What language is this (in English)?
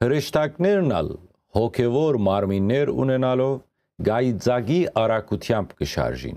Western Armenian